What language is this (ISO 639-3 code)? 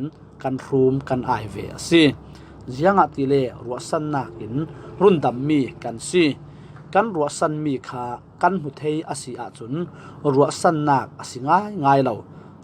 cfm